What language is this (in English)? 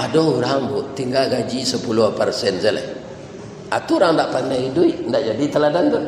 Minangkabau